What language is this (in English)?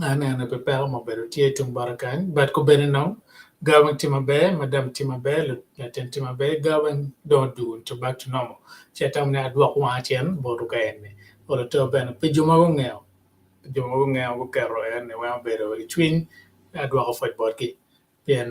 Acoli